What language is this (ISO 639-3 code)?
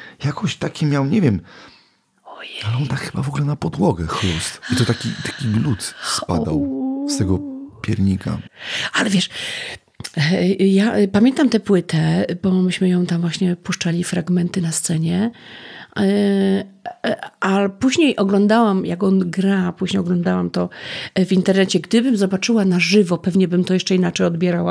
pol